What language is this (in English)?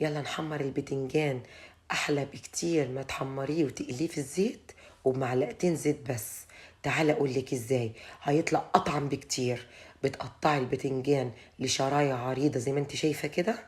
Egyptian Arabic